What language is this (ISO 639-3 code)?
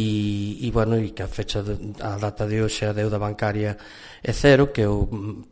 glg